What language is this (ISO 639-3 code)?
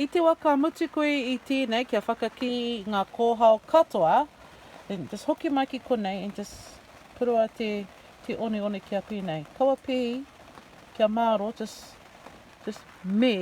mri